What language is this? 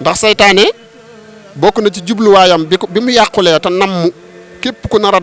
Wolof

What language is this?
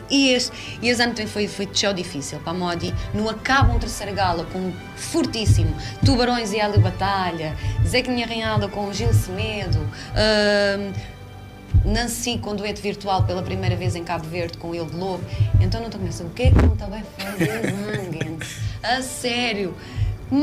Kabuverdianu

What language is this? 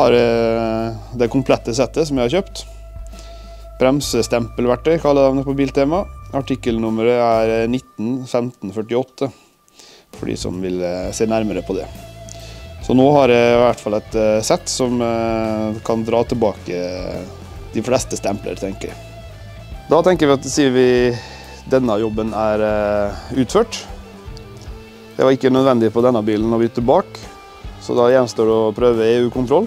Norwegian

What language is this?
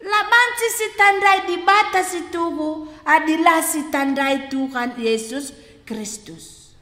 Batak Karo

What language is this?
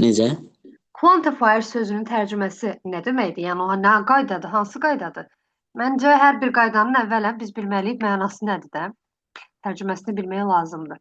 Azerbaijani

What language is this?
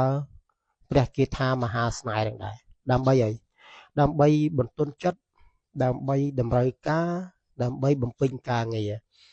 Khmer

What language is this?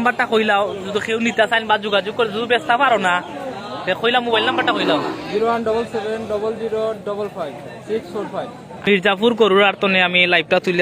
Sylheti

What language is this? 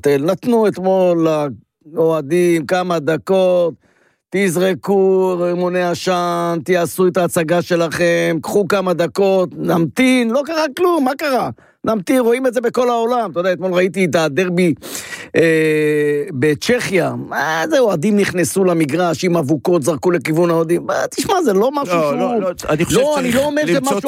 Hebrew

